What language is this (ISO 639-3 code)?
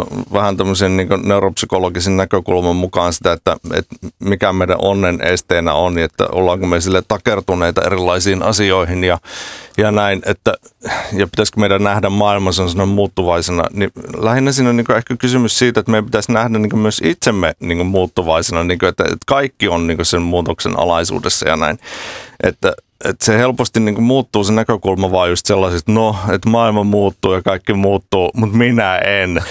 fin